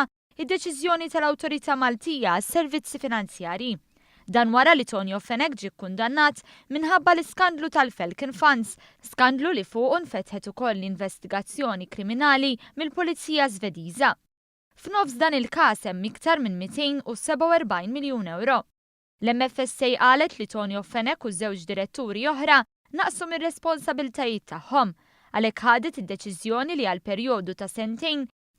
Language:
Maltese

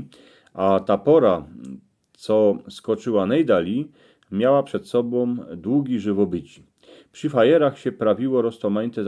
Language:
Silesian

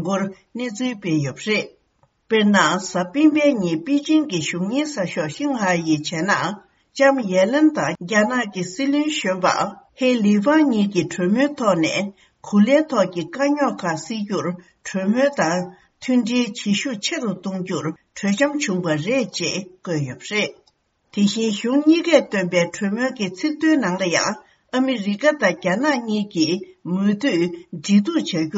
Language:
Tibetan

